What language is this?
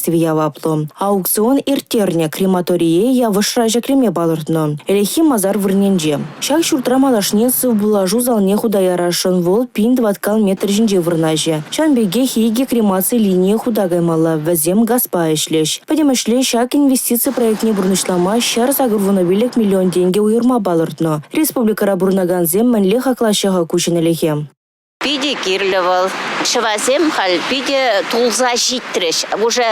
Chuvash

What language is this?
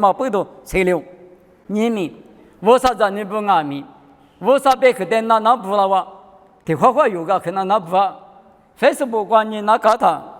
Lisu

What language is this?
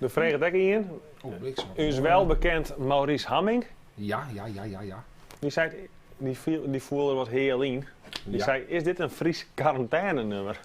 Western Frisian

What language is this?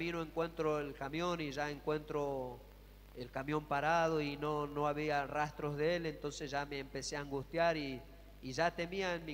Spanish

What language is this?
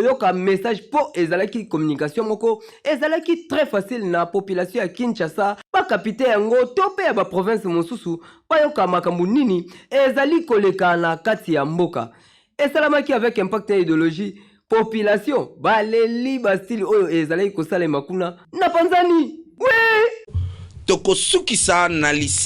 Lingala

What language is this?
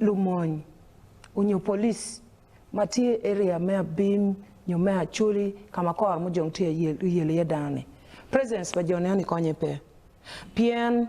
Acoli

